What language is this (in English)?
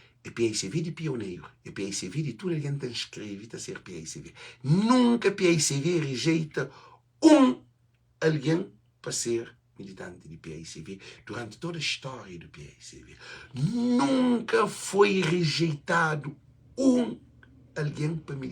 Kabuverdianu